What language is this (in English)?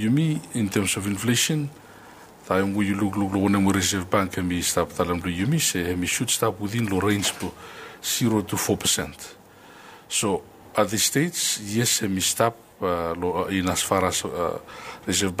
Bislama